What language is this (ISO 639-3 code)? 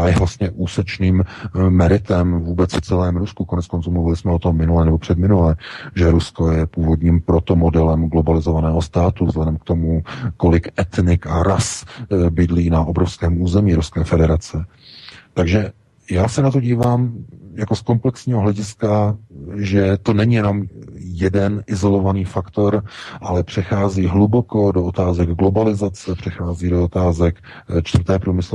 ces